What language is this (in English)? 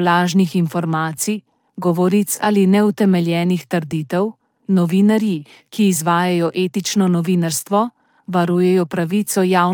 Slovenian